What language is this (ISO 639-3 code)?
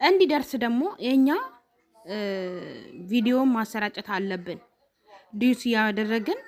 amh